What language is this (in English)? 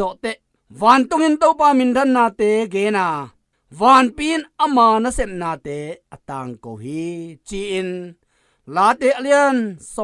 Tedim Chin